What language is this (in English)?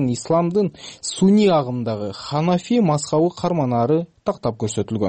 Kyrgyz